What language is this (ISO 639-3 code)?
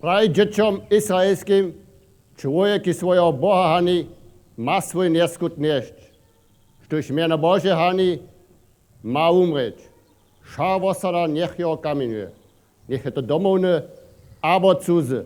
hsb